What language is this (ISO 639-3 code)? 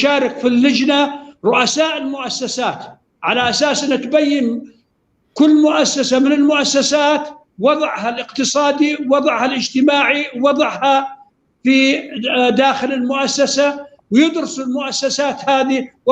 apc